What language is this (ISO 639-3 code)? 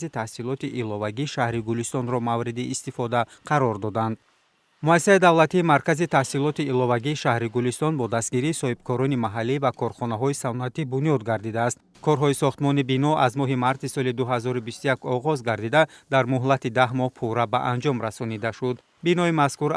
tgk